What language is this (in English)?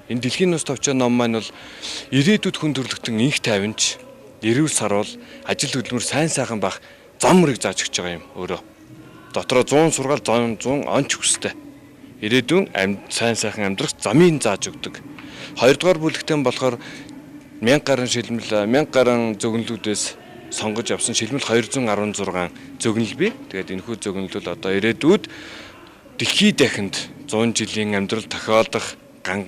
Mongolian